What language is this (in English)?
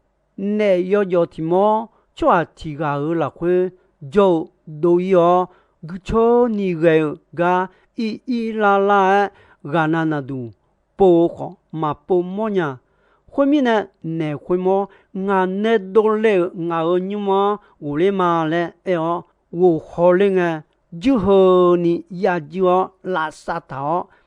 Akha